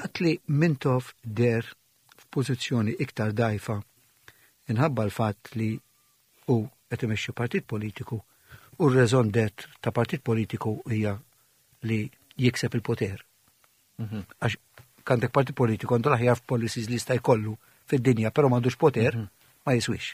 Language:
Maltese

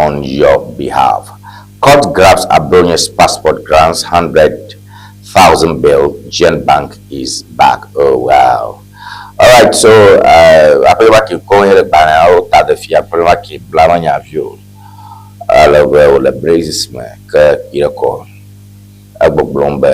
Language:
Ewe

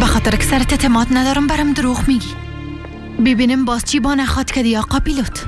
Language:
Persian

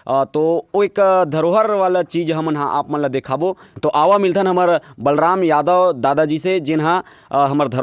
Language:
Chhattisgarhi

